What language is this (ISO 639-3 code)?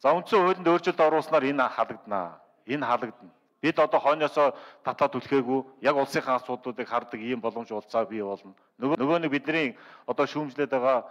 mon